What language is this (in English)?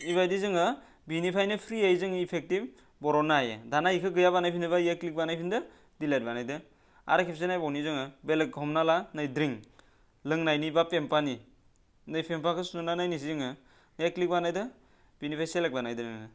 Bodo